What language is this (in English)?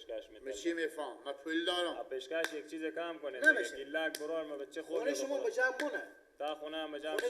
Persian